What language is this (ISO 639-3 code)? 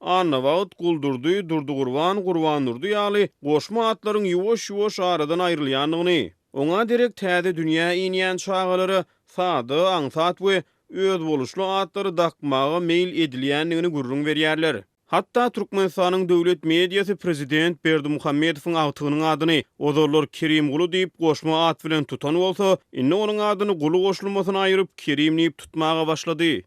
tuk